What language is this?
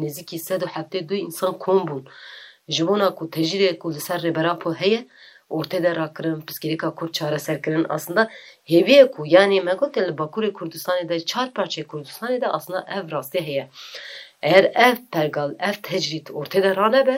Kurdish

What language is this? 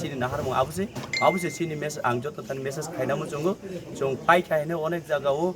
Kok Borok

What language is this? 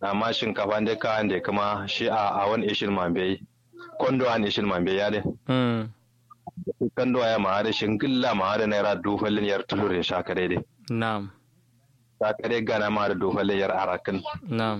Kanuri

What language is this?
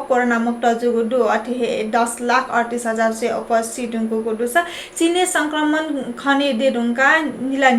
Newari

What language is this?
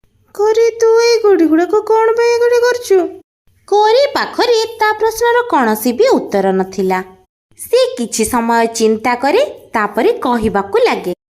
Odia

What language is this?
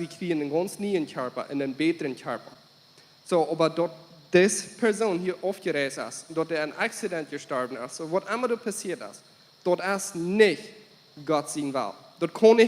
Plautdietsch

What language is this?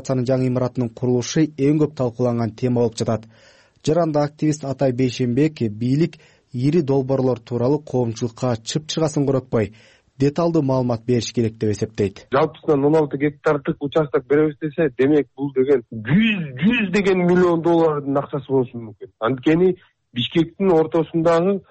Kyrgyz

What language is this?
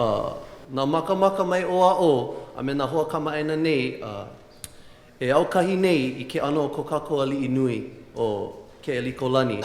Hawaiian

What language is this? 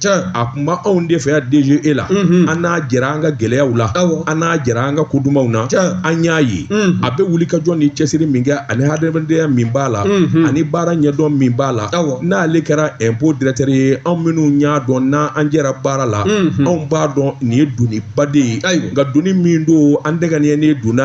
Bambara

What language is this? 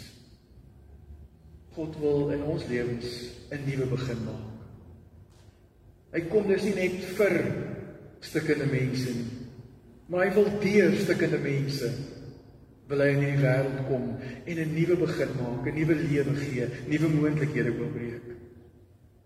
Afrikaans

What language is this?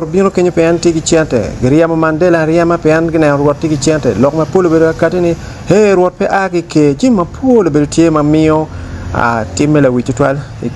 Acoli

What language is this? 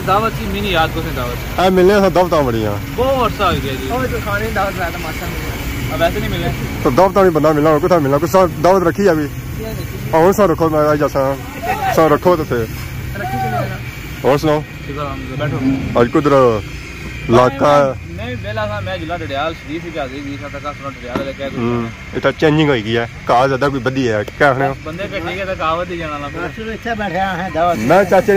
Pahari-Potwari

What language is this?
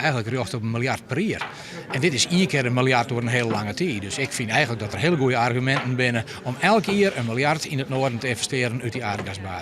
Western Frisian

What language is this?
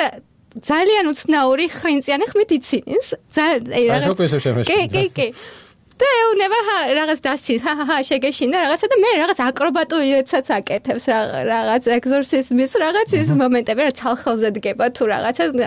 Georgian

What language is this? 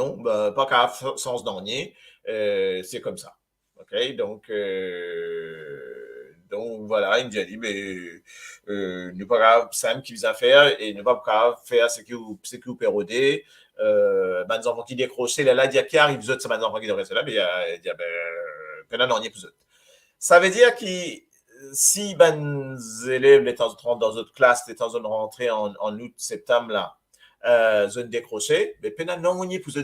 Morisyen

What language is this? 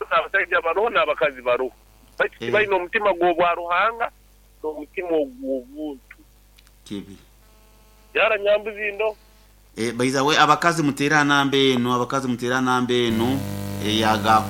Nyankole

